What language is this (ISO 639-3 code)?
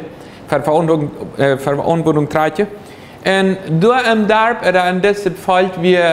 pdt